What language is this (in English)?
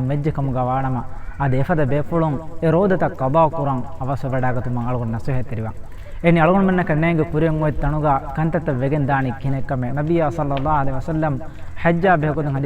Divehi